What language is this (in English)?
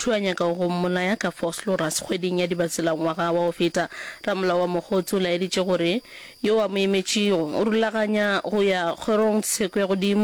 Northern Sotho